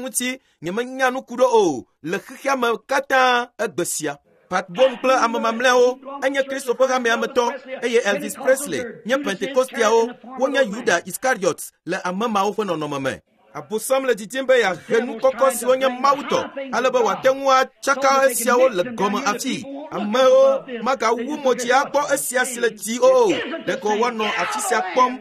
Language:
Ewe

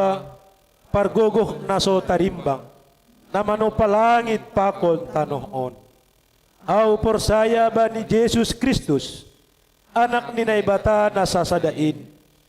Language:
Batak Simalungun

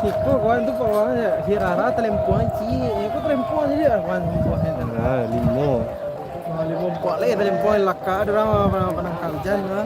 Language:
Minangkabau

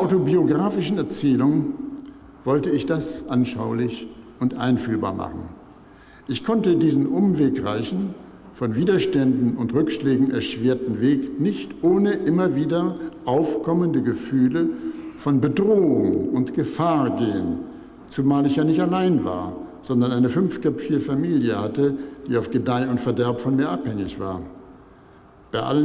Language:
German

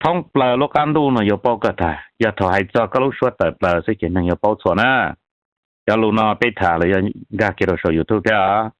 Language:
Hmong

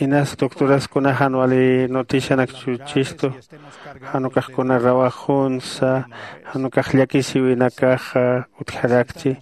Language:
Aymara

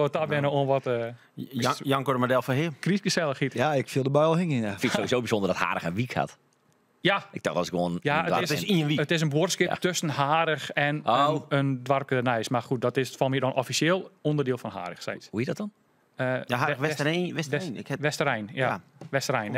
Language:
Western Frisian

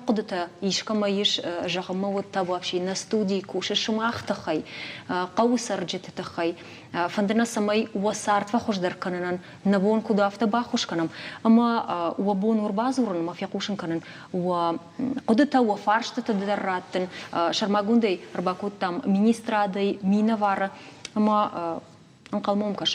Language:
Ossetic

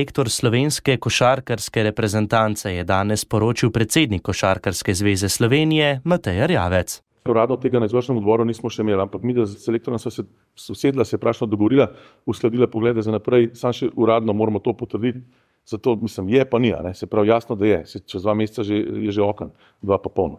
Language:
Slovenian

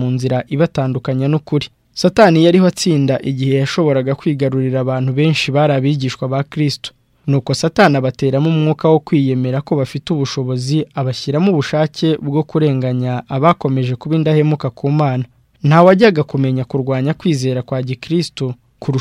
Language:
Kinyarwanda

